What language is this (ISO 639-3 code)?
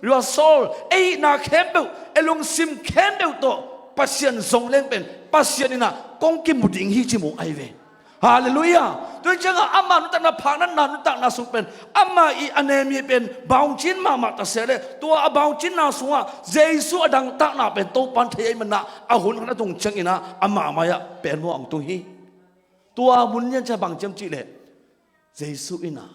ctd